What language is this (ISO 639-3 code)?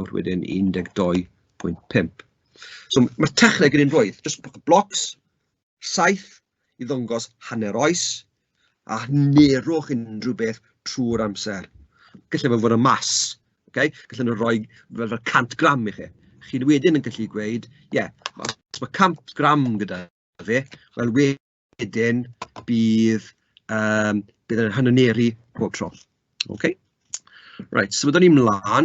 cym